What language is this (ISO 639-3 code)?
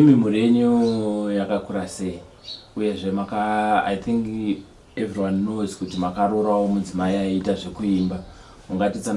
sna